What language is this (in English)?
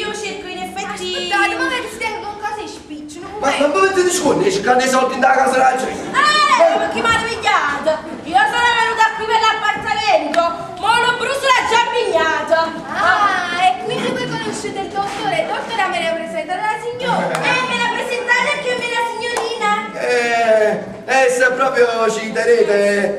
Neapolitan